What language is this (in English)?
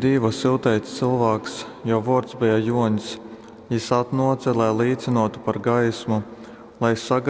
Latgalian